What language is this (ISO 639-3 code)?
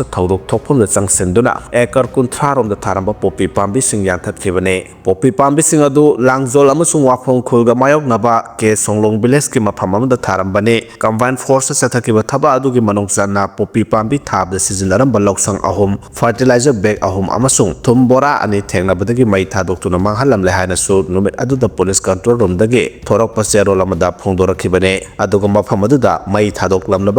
mni